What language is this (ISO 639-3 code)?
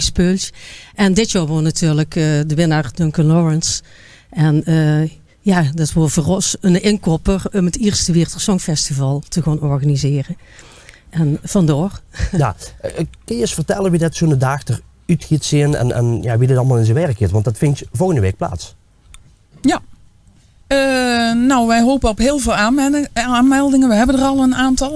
lim